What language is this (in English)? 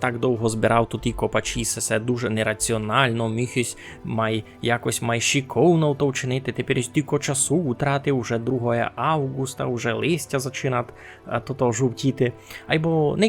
Rusyn